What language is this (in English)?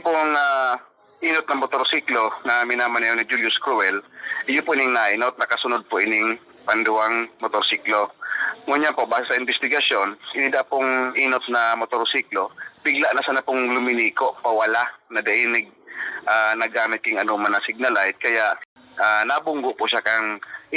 Bikol